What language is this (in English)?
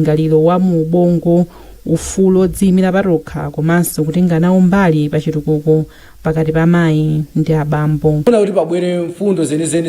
Nyanja